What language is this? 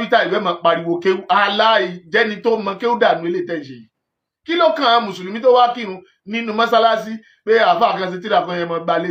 Yoruba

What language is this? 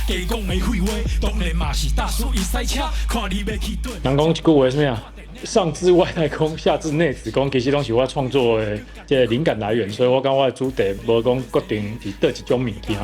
Min Nan Chinese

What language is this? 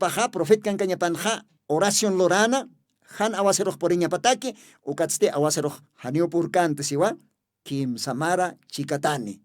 Aymara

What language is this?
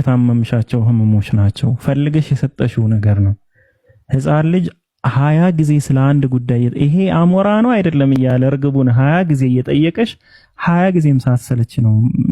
Amharic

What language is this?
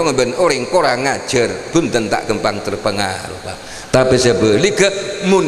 Madurese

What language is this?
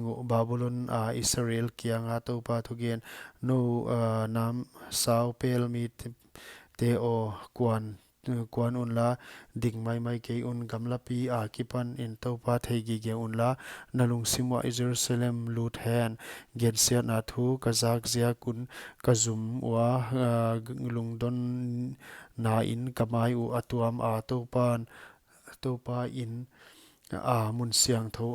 Paite Chin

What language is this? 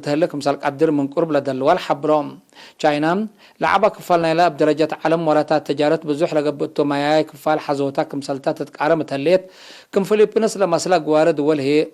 Tigre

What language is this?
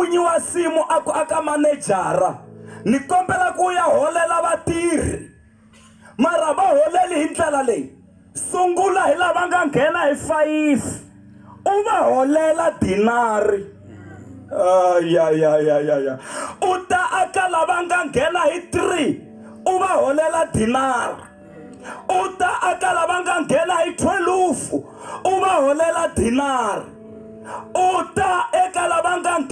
Tsonga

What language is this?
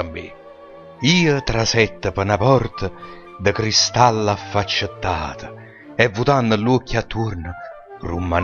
Neapolitan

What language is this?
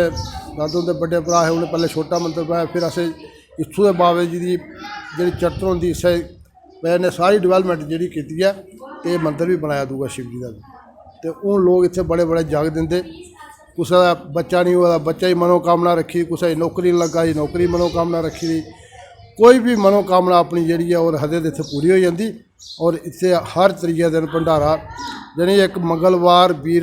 Dogri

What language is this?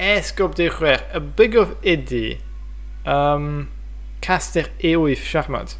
Welsh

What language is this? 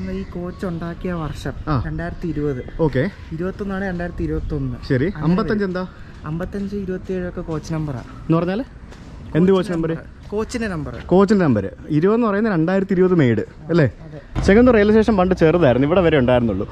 Malayalam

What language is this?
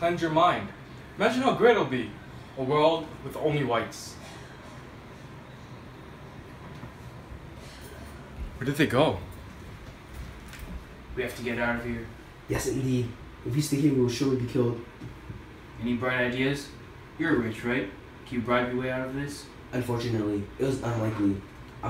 English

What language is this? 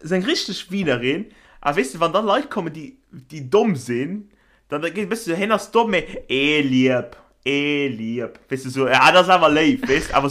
Luxembourgish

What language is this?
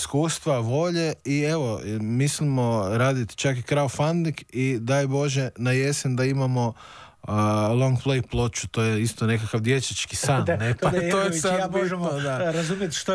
Croatian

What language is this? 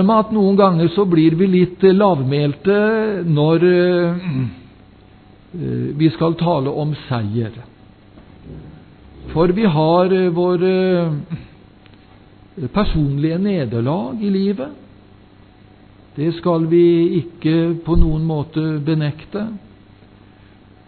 Norwegian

